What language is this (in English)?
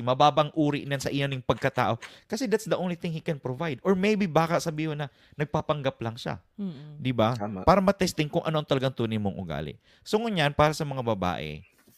Bikol